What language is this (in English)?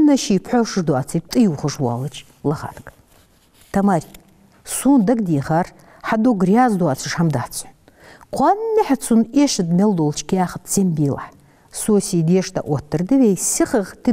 Ingush